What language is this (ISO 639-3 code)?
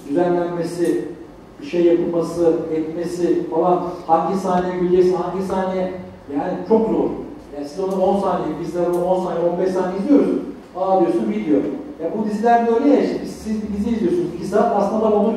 tur